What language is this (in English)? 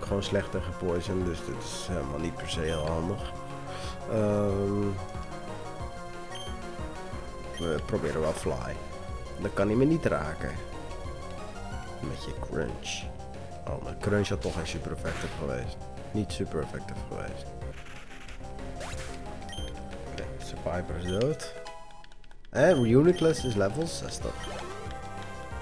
Dutch